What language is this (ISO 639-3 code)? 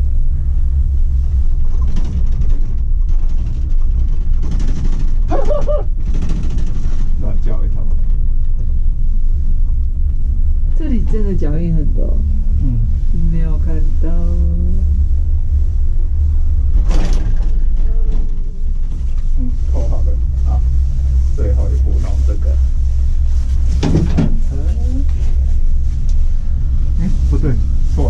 zho